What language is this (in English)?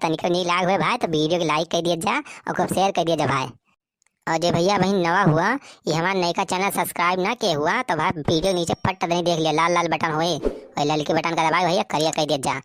Awadhi